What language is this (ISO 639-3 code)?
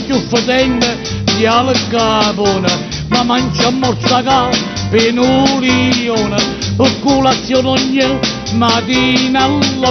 nap